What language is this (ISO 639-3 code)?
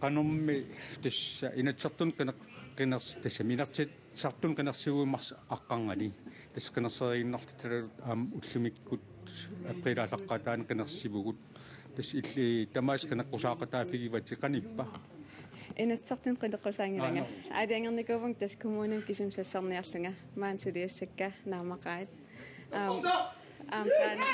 kal